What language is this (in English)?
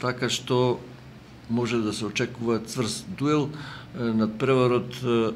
Macedonian